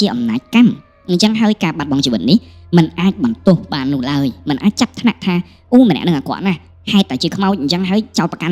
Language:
Khmer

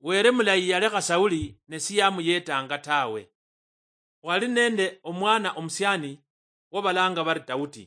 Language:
Luyia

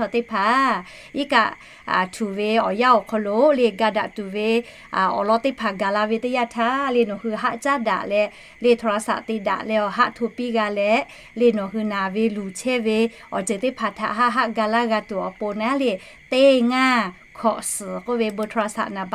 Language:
Lahu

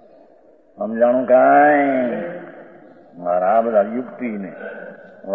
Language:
Gujarati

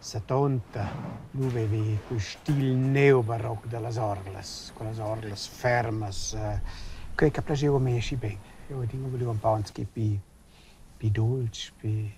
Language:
Romansh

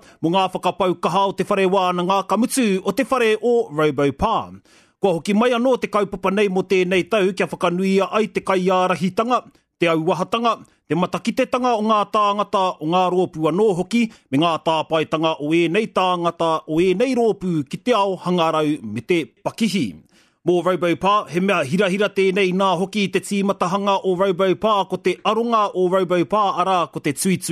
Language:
Māori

